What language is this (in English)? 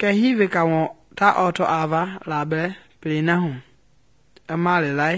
Mende